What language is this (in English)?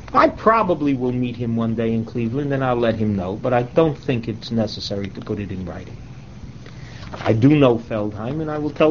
English